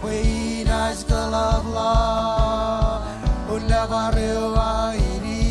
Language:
Marshallese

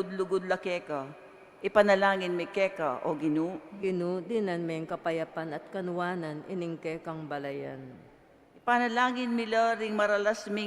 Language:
Pampanga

